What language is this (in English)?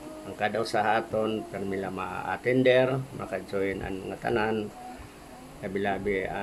Waray